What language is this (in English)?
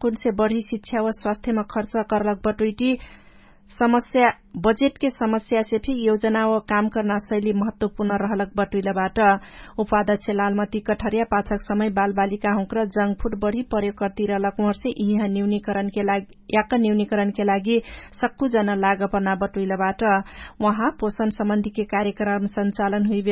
Dangaura Tharu